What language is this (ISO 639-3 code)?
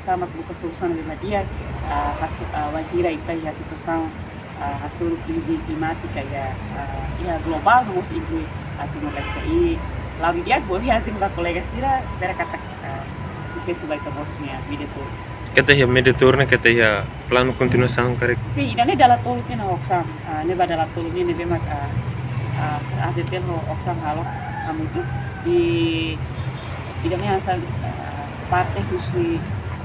tet